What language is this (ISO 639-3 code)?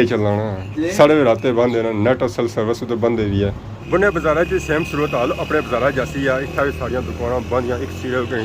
phr